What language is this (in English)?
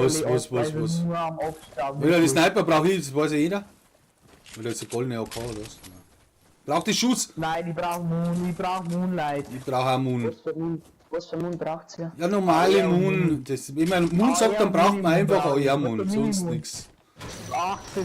Bavarian